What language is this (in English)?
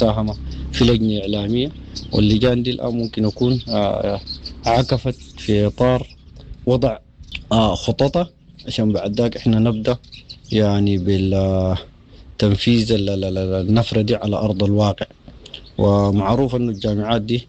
Sudanese Arabic